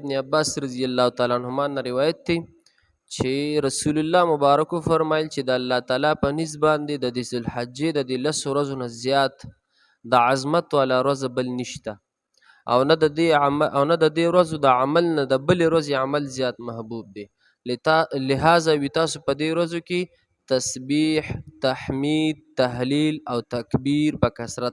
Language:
Pashto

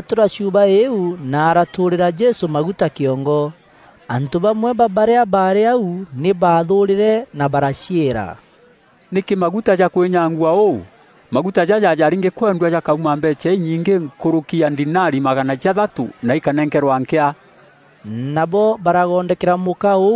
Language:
Meru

